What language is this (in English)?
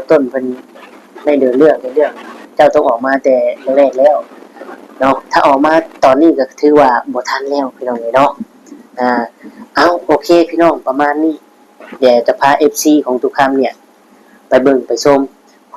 Northeastern Thai